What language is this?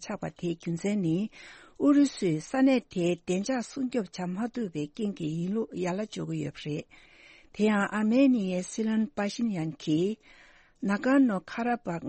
Tibetan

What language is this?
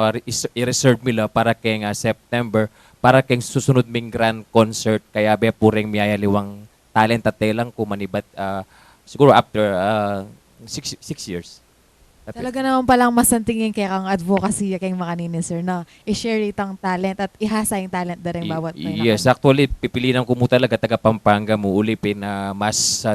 Pampanga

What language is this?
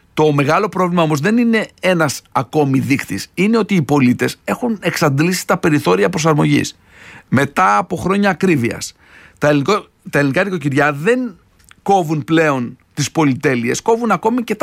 Greek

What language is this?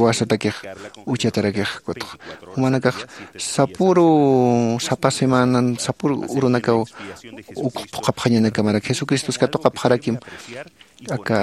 Aymara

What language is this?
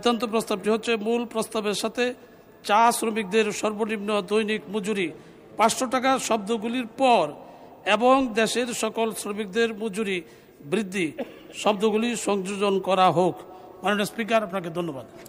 Bangla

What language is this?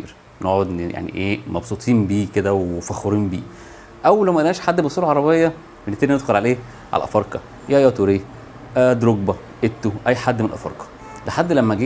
Egyptian Arabic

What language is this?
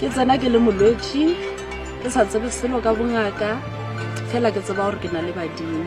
Northern Sotho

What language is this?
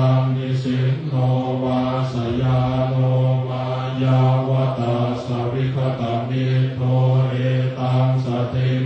Pali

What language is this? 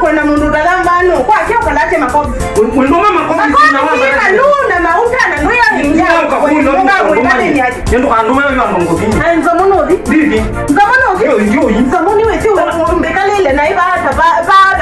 Kamba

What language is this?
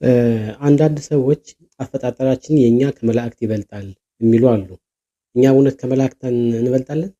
Amharic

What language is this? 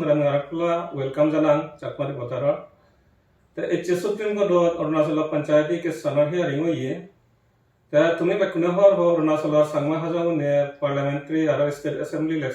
Chakma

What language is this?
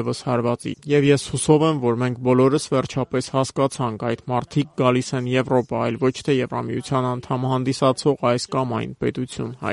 Armenian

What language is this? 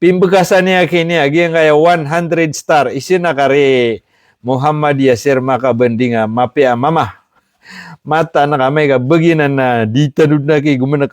Maranao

